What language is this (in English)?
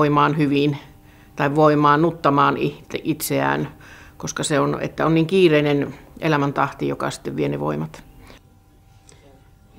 Finnish